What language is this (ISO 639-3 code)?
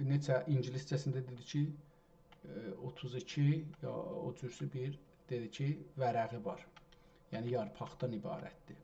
azb